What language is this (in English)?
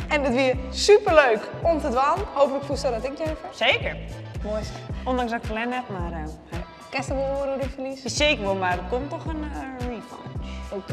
Western Frisian